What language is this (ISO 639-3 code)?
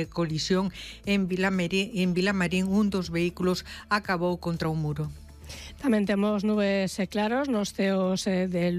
glg